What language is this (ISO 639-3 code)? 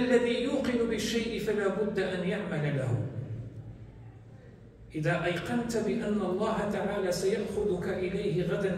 ara